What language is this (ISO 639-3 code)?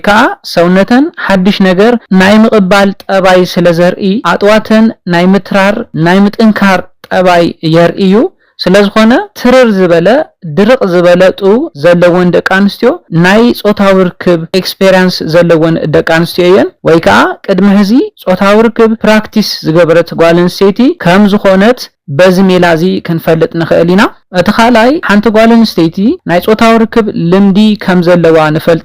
tir